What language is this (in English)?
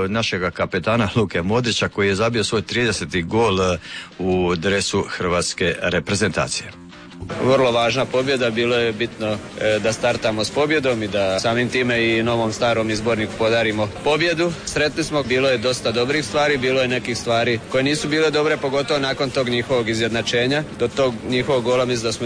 Croatian